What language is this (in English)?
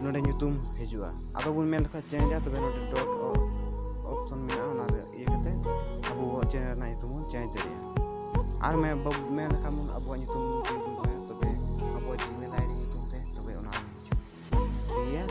Santali